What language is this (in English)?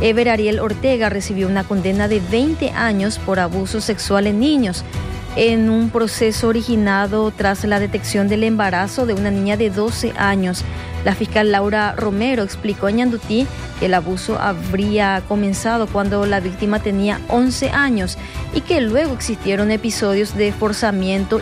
Spanish